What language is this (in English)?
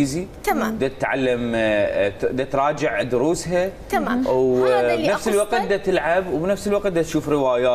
Mesopotamian Arabic